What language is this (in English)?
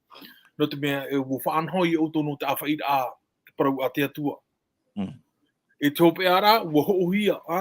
Tahitian